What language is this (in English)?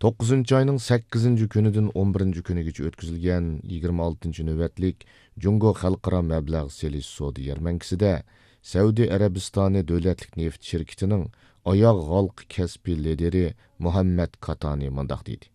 Uyghur